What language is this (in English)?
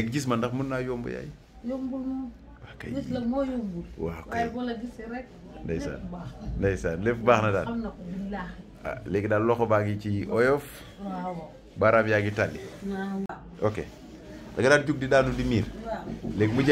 Wolof